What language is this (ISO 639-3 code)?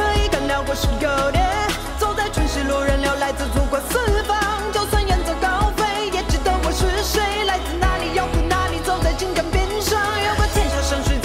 zho